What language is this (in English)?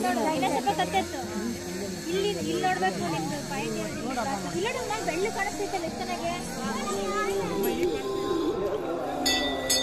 Kannada